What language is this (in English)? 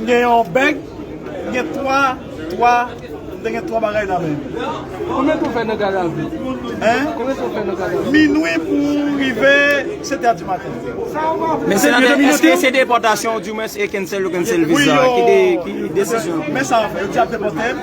Haitian Creole